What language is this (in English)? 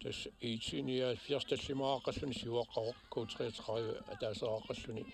Kalaallisut